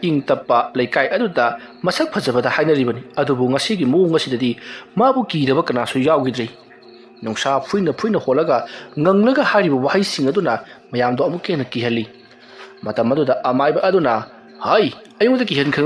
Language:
Manipuri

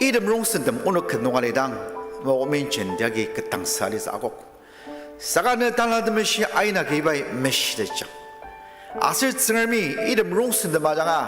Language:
Ao Naga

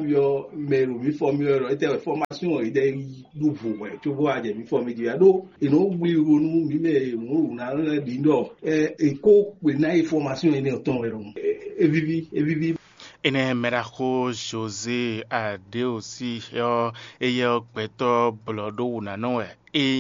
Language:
Fon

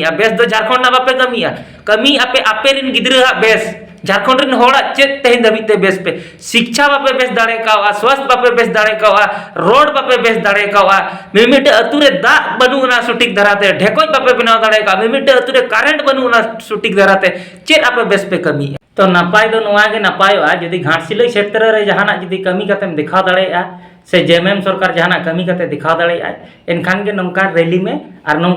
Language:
Santali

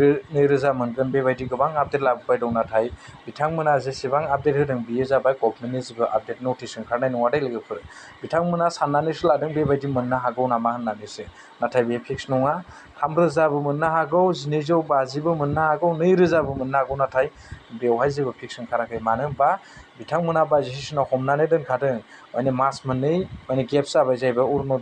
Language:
Bodo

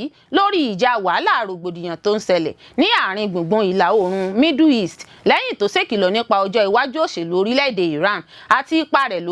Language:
Yoruba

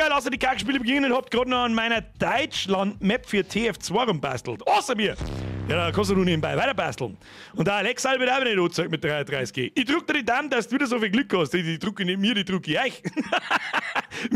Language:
Bavarian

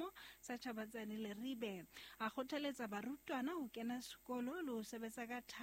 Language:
Southern Sotho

